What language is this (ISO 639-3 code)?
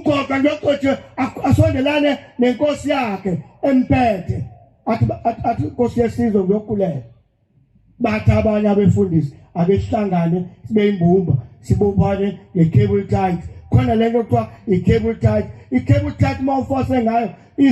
zul